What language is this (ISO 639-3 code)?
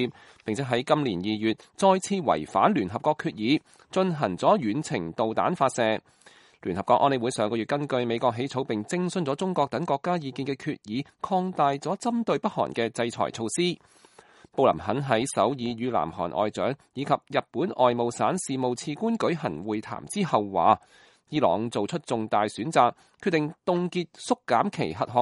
yue